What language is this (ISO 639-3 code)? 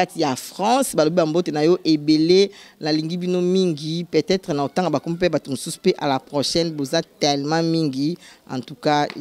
lin